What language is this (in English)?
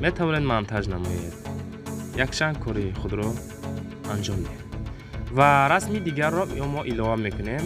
Tajik